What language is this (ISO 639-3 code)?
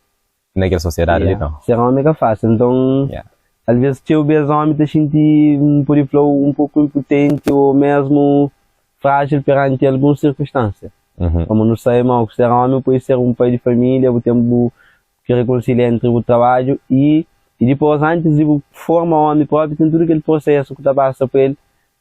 kea